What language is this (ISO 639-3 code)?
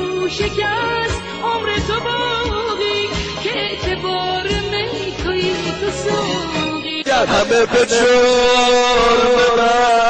fas